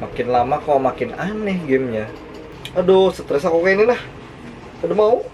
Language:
Banjar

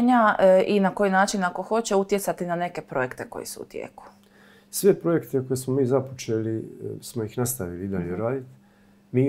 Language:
Croatian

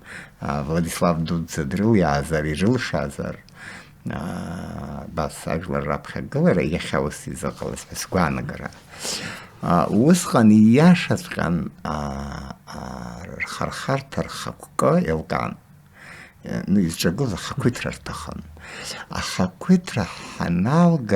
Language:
Abkhazian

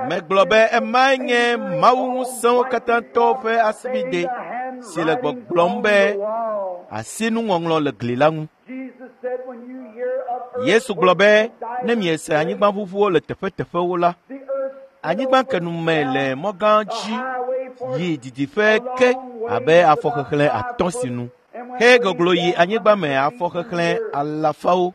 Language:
Ewe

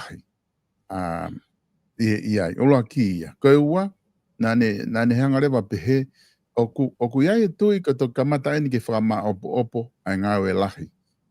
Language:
Tongan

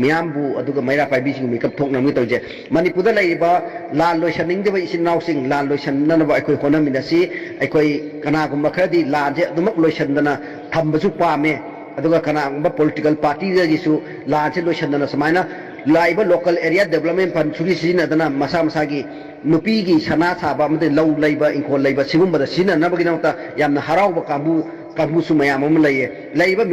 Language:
Manipuri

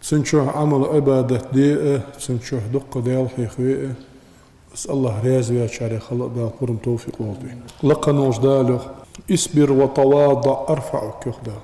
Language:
Ingush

